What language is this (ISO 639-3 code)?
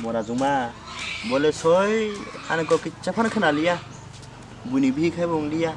trp